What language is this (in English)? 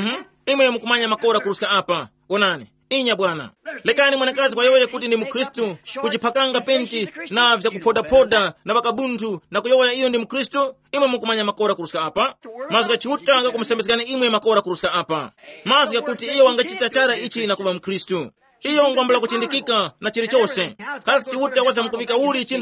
Tumbuka